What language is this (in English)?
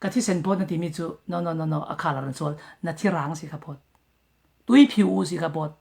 Falam Chin